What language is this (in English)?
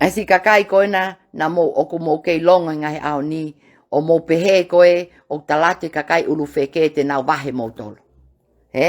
Tongan